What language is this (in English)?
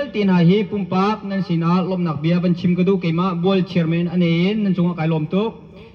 Hakha Chin